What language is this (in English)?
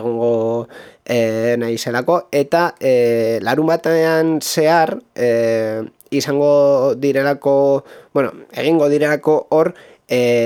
Basque